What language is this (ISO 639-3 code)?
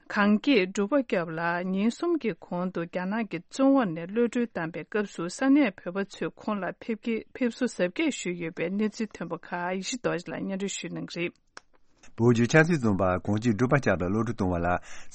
bod